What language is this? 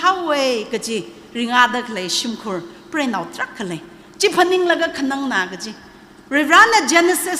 Tangkhul Naga (India)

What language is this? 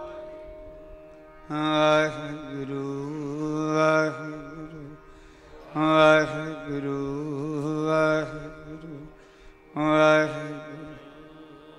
Punjabi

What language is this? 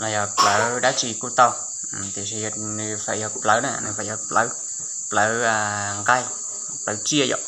Hmong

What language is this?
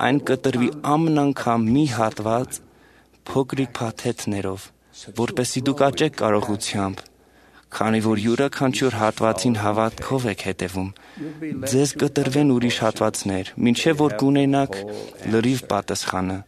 Armenian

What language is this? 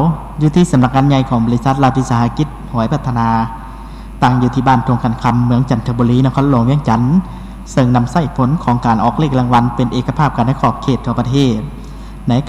Lao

